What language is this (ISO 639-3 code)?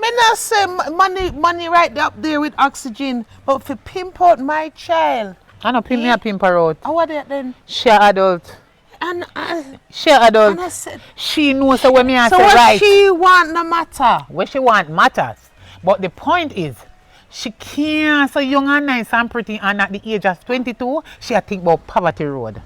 jam